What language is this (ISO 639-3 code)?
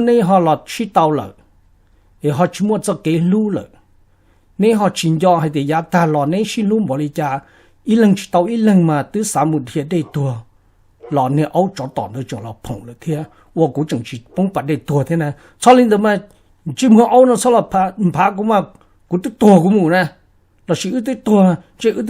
hmn